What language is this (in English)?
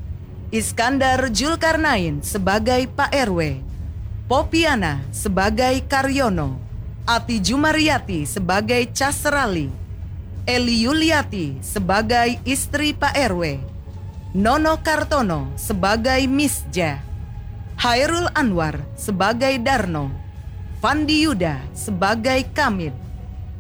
Indonesian